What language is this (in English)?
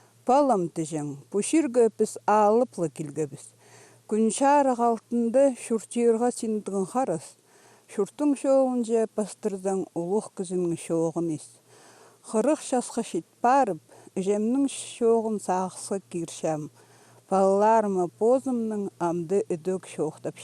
Khakas